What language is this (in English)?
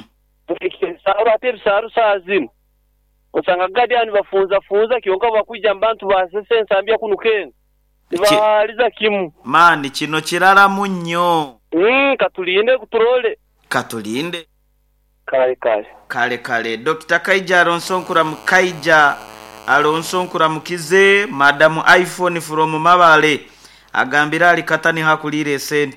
Nyoro